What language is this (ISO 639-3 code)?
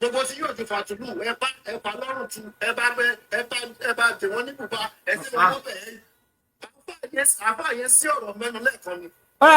yor